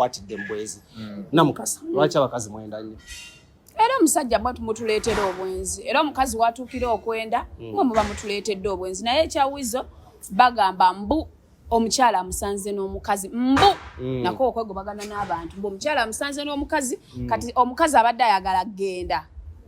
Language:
Ganda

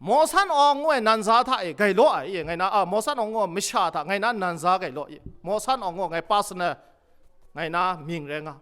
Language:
Kachin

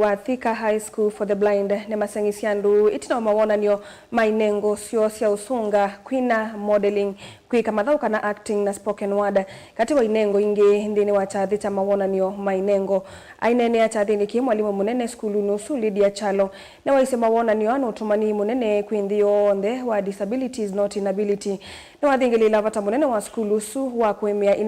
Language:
Kamba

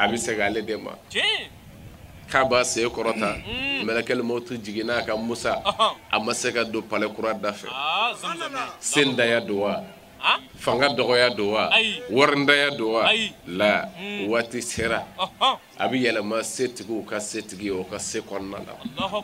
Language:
Bambara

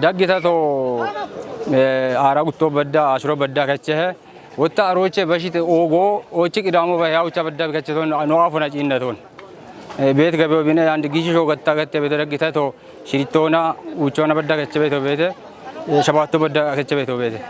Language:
Kafa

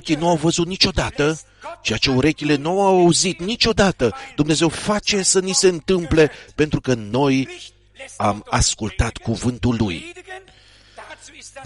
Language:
Romanian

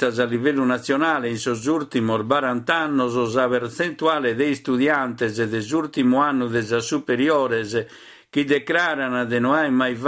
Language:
Sardinian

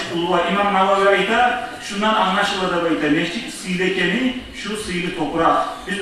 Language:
Kumyk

